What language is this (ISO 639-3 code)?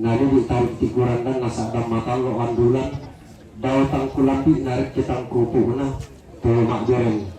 sda